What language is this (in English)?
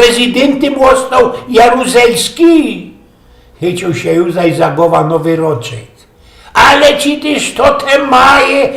Silesian